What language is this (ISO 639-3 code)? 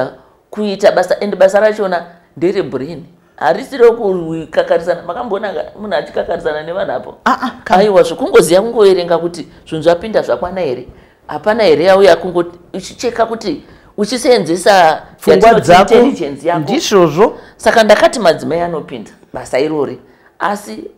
sna